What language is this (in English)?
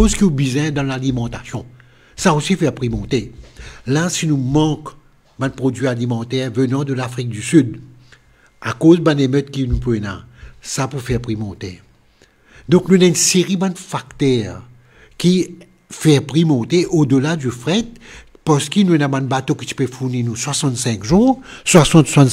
Morisyen